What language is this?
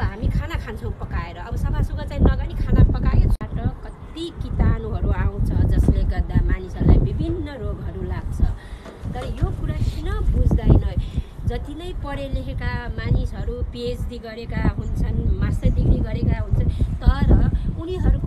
Nepali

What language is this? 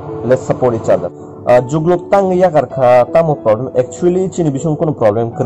Kok Borok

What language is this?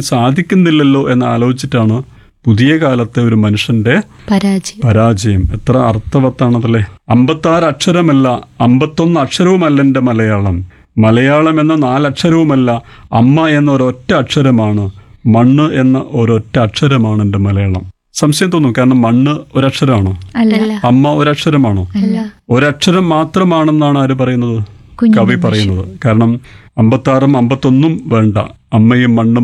Malayalam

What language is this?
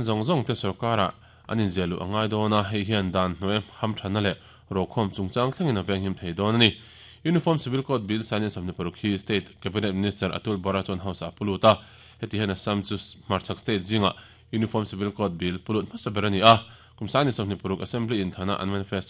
Mizo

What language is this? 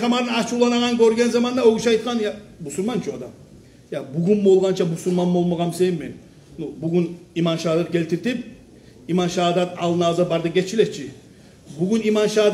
Kumyk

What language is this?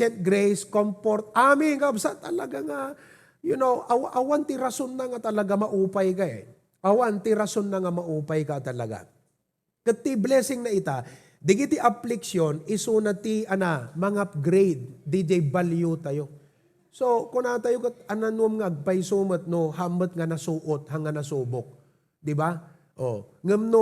Iloko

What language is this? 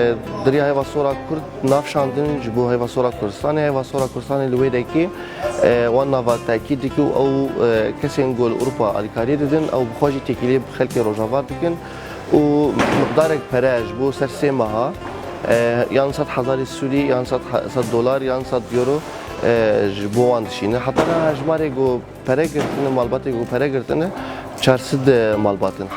Kurdish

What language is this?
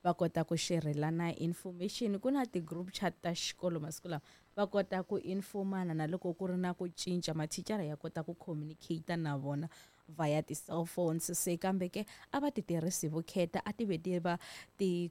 Tsonga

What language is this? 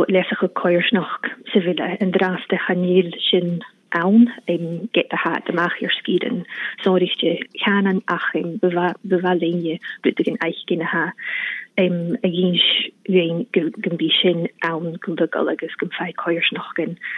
Scottish Gaelic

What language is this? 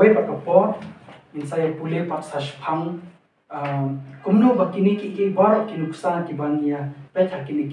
Khasi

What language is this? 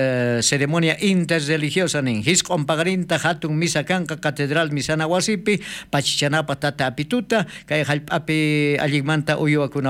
South Bolivian Quechua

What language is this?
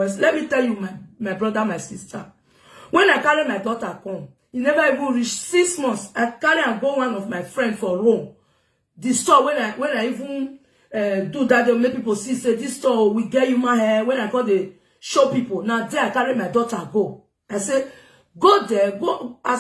Nigerian Pidgin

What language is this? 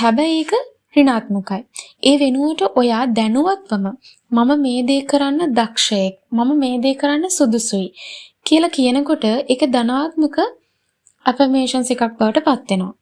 Sinhala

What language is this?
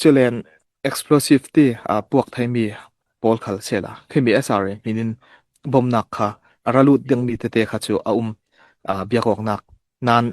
Falam Chin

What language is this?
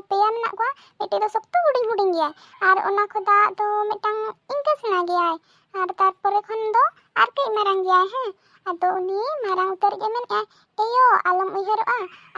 Santali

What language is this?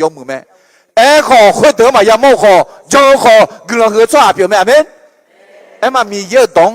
Akha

